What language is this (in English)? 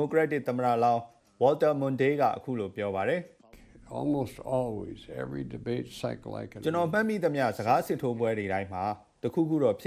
Burmese